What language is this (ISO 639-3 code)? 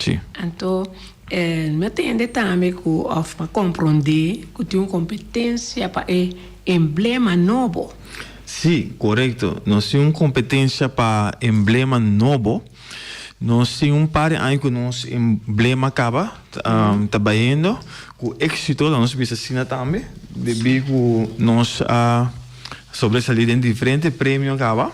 pap